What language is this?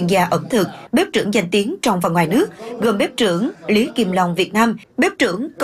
Vietnamese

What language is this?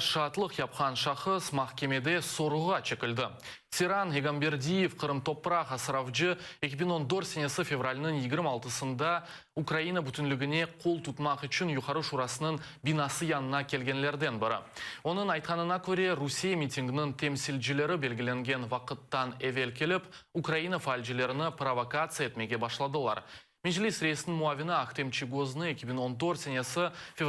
Crimean Tatar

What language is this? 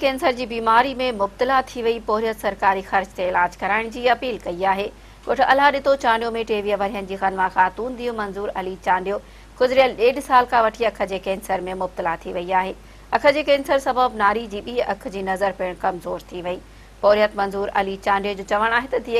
Sindhi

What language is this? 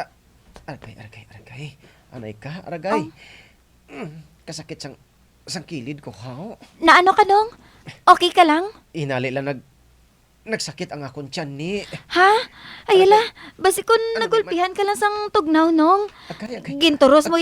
Hiligaynon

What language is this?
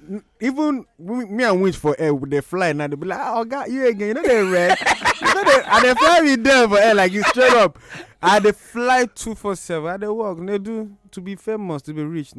Nigerian Pidgin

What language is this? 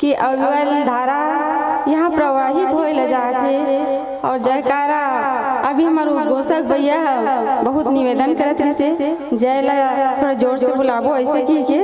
Chhattisgarhi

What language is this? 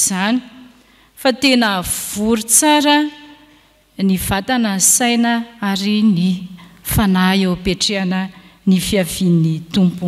Malagasy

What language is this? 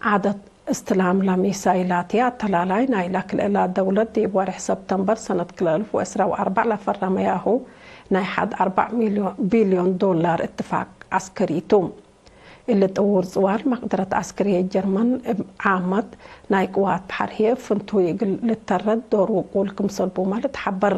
Tigre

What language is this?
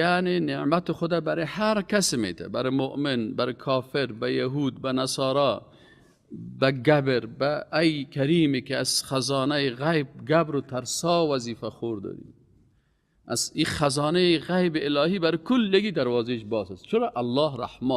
Persian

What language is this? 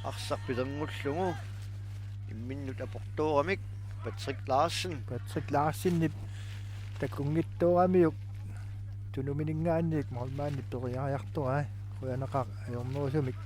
Kalaallisut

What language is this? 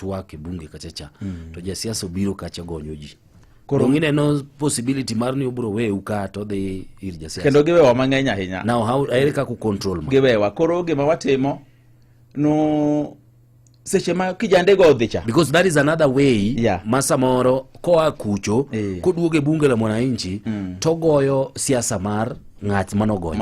Luo (Kenya and Tanzania)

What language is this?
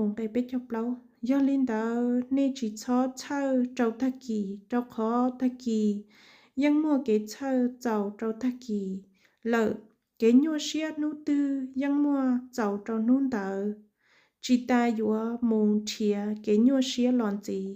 Hmong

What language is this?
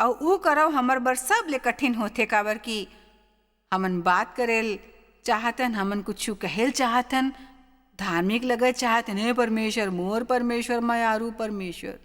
Chhattisgarhi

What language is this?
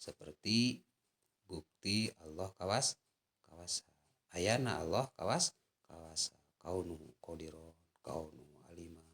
Sundanese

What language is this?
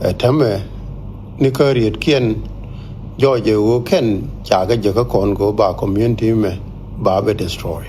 Nuer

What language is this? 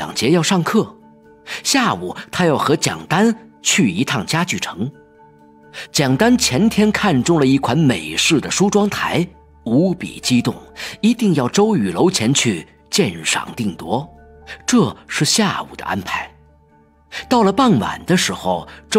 Chinese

